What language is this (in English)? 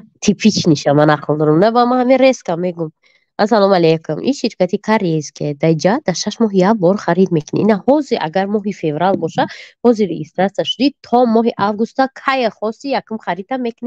Tajik